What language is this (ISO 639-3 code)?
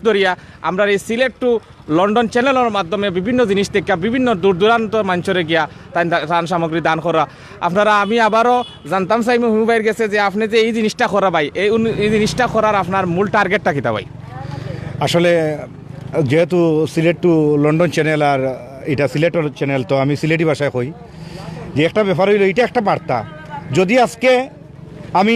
syl